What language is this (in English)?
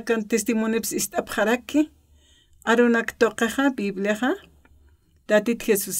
Aymara